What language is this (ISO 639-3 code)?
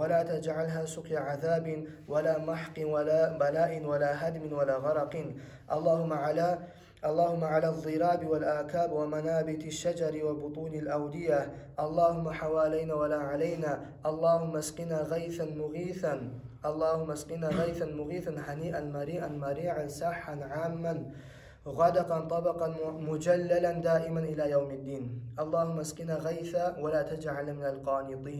kum